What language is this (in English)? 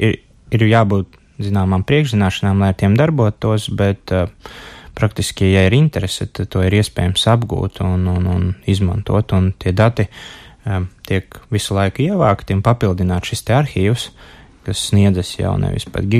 Latvian